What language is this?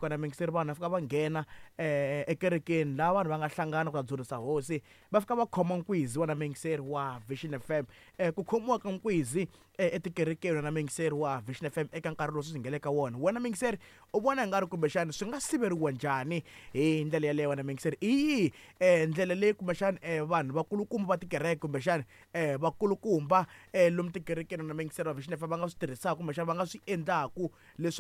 Tsonga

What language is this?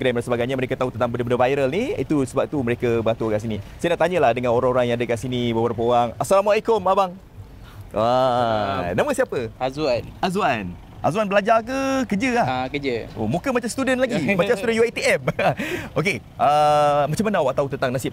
Malay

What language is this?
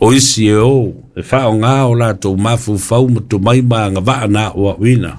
Samoan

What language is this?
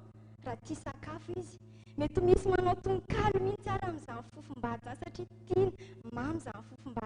Malagasy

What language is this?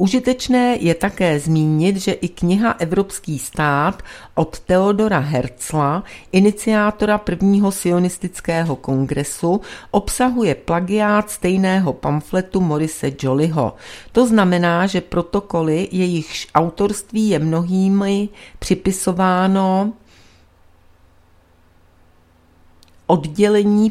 Czech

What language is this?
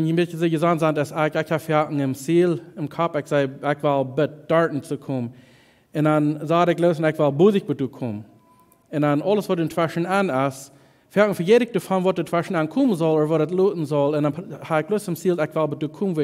Plautdietsch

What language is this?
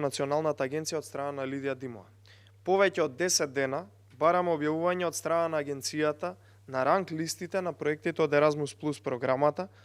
Macedonian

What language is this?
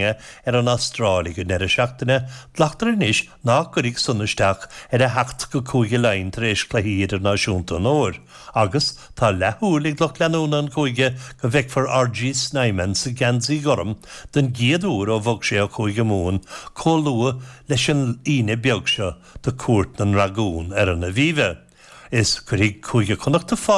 Irish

